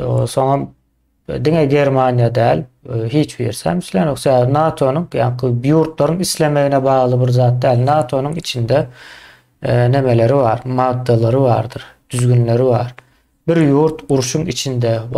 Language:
Turkmen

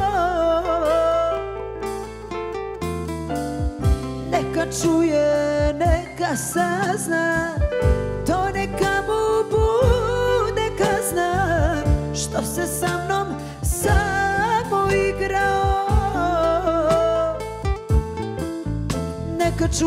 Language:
Serbian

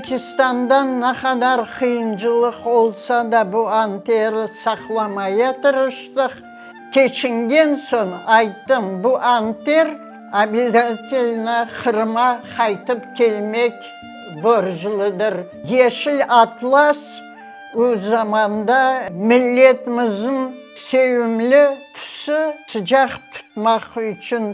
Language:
Crimean Tatar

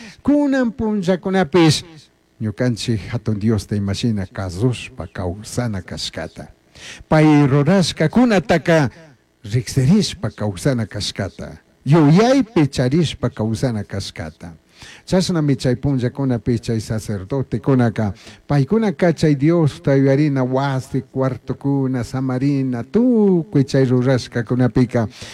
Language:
Chimborazo Highland Quichua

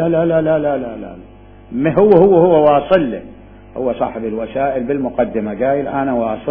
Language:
Mesopotamian Arabic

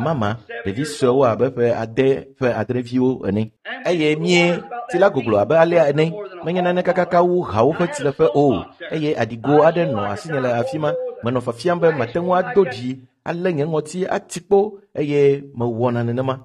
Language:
Ewe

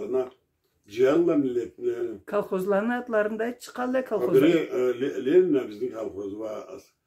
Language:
Karachay-Balkar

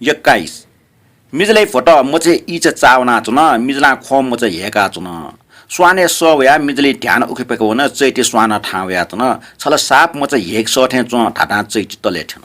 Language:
Newari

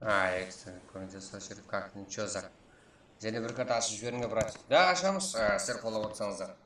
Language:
Kara-Kalpak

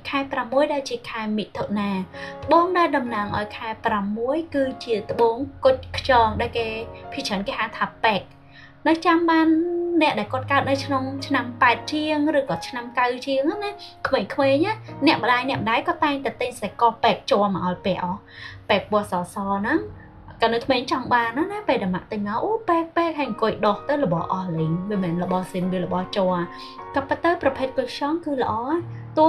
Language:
Khmer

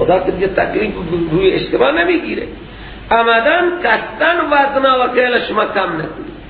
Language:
Persian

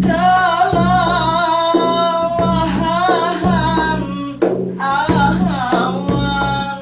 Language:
Banjar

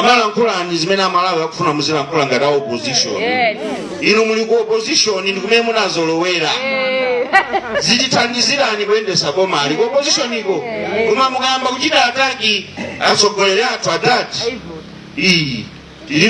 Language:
Nyanja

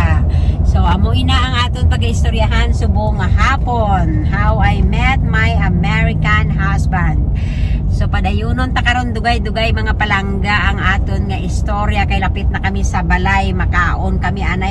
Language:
Hiligaynon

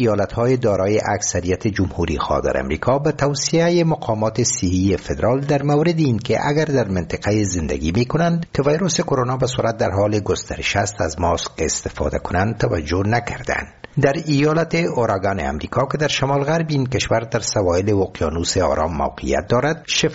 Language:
Persian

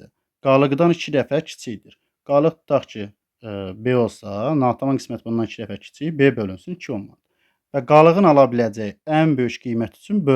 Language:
Azerbaijani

